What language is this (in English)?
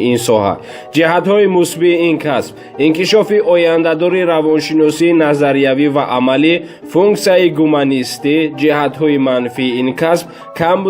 Tajik